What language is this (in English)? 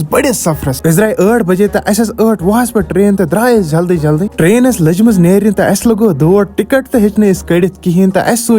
Kashmiri